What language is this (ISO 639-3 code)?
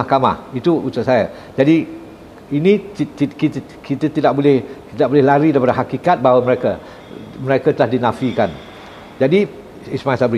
msa